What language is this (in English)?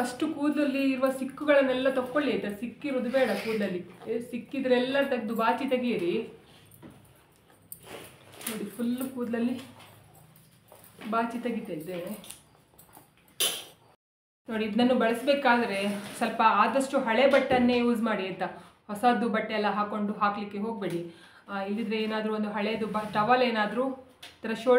Kannada